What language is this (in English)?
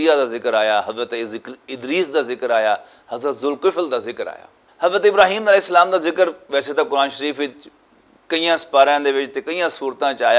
Western Panjabi